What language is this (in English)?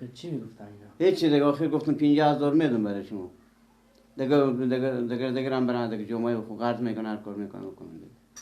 Persian